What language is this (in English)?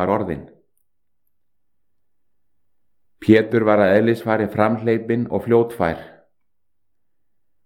Icelandic